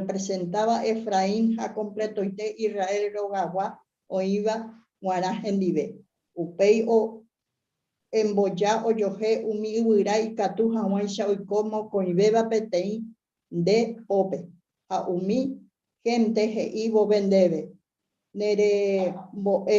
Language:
Guarani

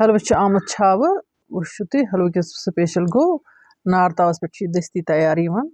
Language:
Kashmiri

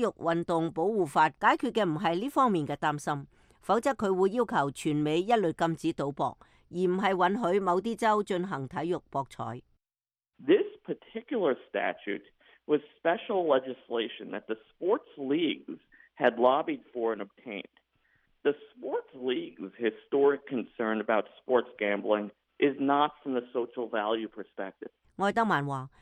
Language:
Cantonese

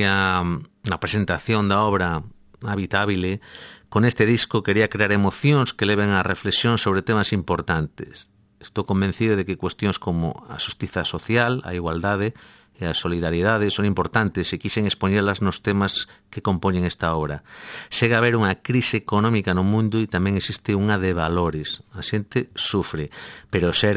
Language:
Galician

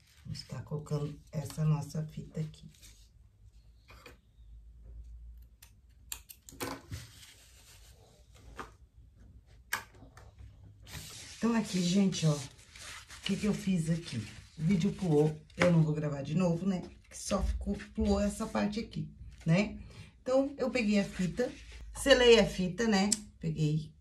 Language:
Portuguese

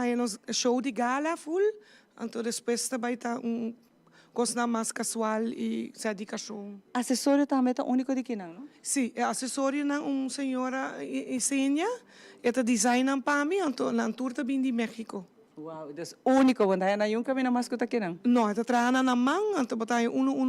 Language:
Papiamento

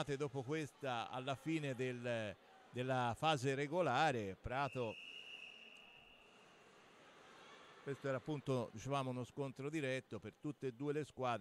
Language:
Italian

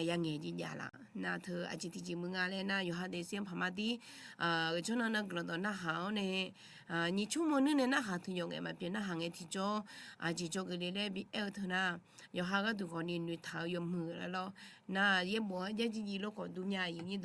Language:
Akha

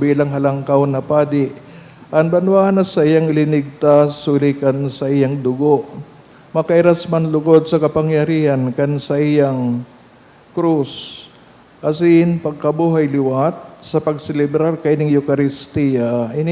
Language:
Bikol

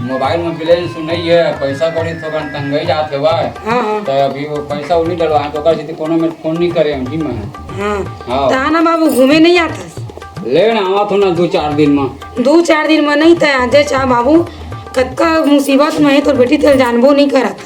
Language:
Chhattisgarhi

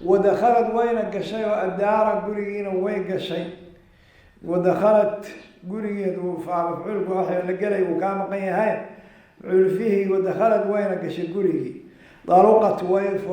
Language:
Somali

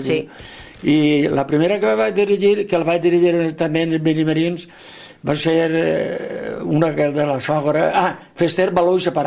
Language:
Catalan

